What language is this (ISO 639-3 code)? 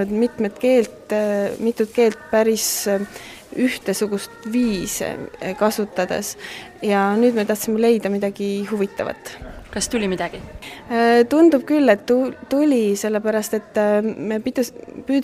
est